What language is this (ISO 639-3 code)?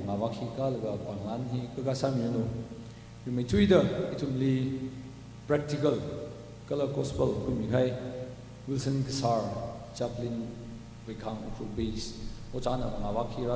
nmf